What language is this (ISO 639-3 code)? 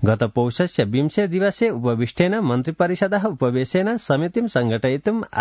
san